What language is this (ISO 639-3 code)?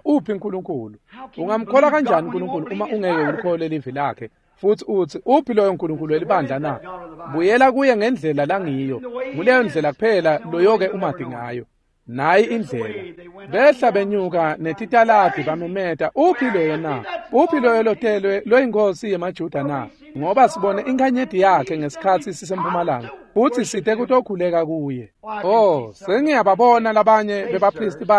ssw